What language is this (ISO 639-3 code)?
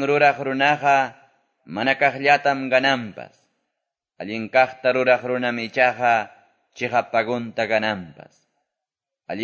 que